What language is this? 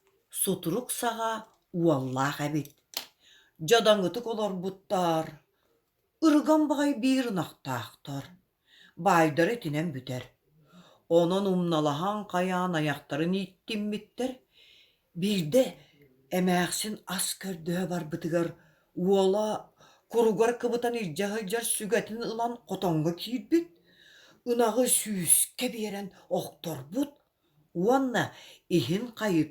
Yakut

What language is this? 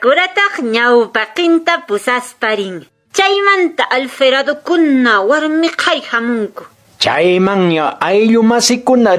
Quechua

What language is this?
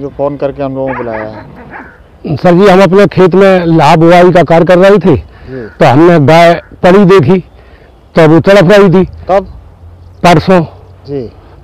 Hindi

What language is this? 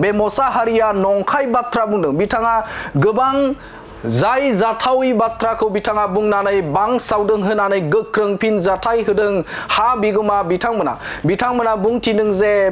Bodo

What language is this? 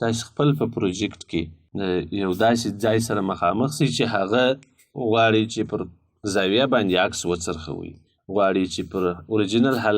Pashto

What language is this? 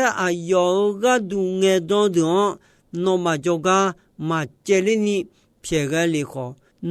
Akha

